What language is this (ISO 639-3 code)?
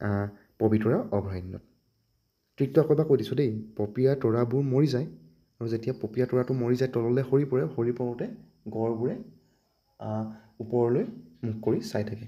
asm